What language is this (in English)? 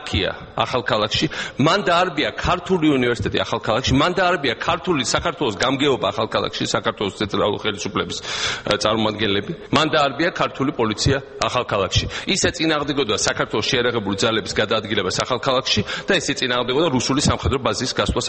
Georgian